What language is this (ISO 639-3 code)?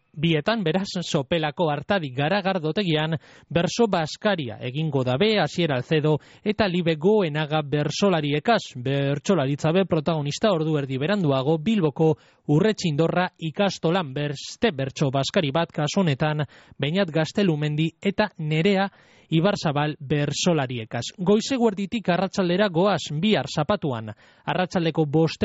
eus